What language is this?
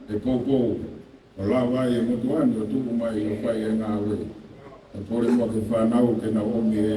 Tongan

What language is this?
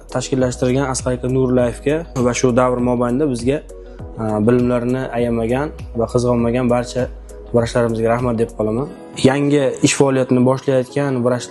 Uzbek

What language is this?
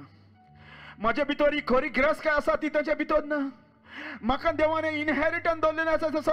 Konkani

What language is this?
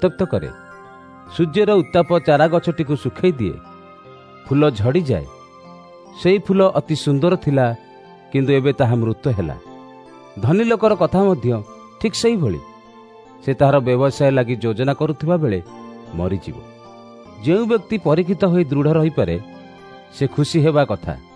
Odia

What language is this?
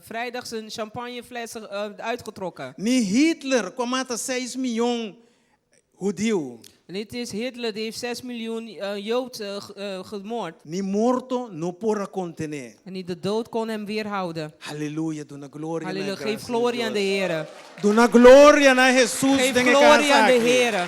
Papiamento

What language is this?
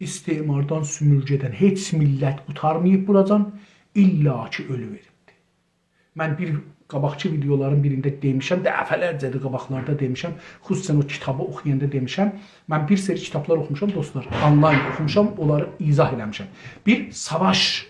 South Azerbaijani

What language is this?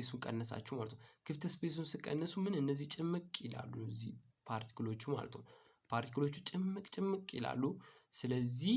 Amharic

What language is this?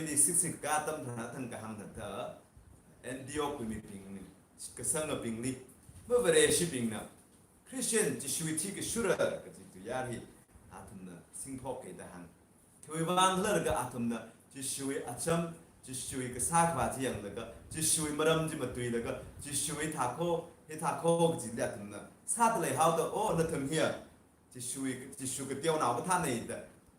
Tangkhul Naga (India)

